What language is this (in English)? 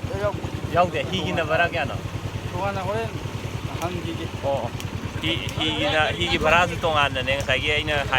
Manipuri